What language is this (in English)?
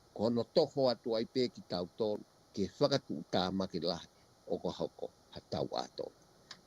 Tongan